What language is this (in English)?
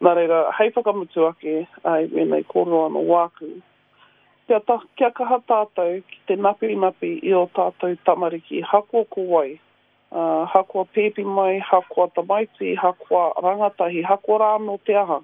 Māori